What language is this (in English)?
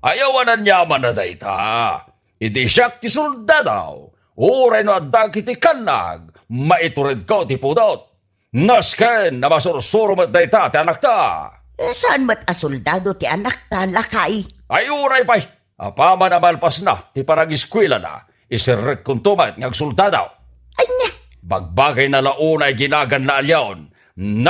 Iloko